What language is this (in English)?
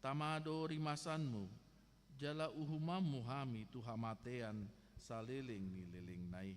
Batak Toba